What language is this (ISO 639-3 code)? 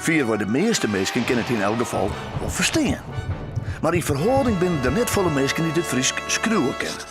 fry